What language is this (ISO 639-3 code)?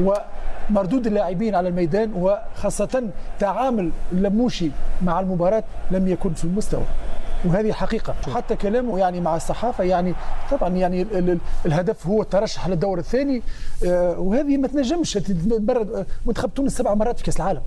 aeb